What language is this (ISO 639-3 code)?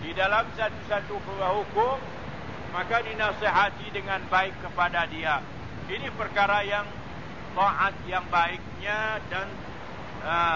msa